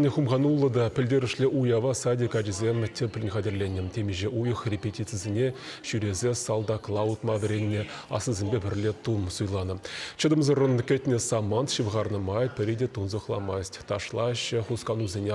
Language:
Chuvash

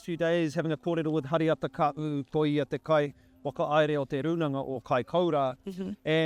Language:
Māori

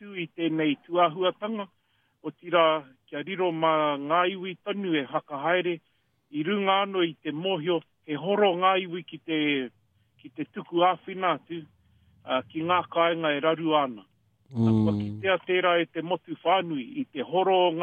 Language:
Māori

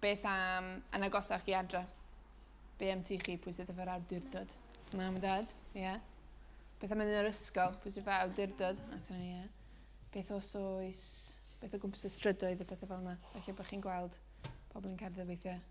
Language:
Welsh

